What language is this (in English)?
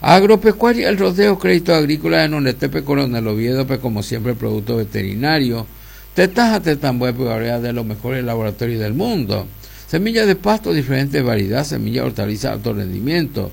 Guarani